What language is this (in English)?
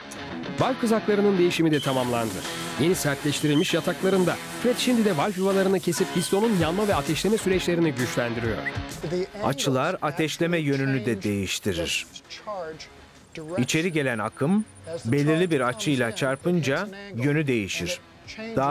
Turkish